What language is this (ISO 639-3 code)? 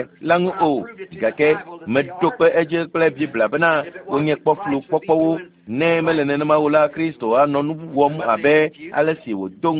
ewe